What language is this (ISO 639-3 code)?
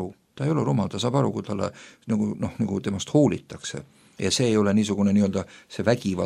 est